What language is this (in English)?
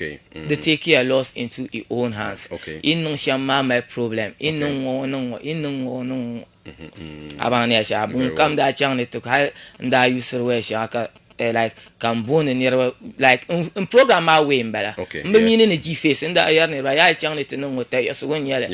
Dagbani